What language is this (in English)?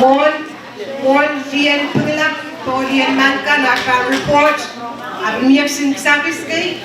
Pohnpeian